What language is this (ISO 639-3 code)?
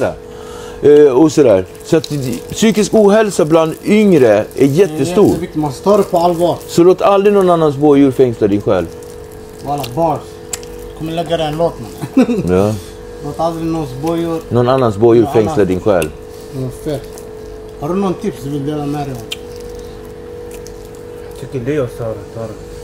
swe